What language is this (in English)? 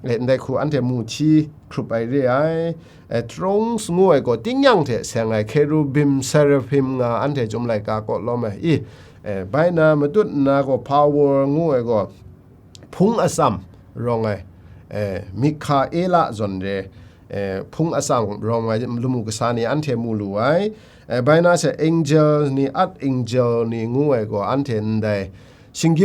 Kachin